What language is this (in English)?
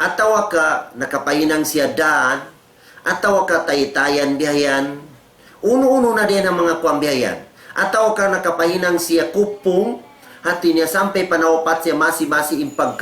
Tausug